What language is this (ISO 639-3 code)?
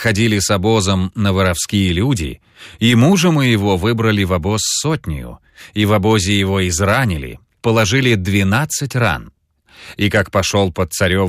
rus